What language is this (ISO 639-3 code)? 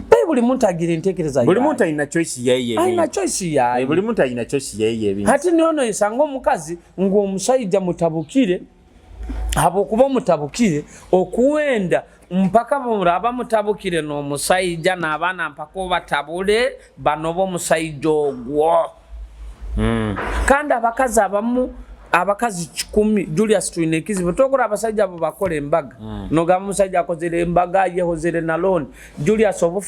nyo